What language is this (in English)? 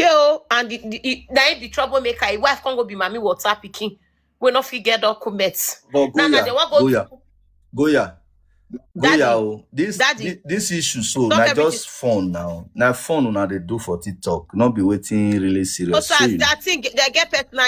Nigerian Pidgin